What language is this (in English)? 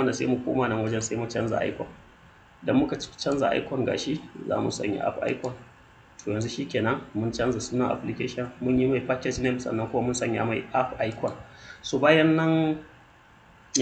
Hausa